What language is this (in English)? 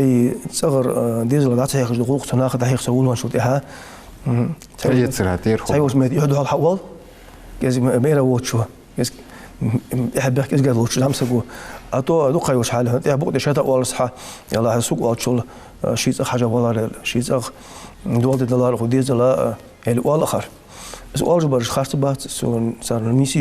Ingush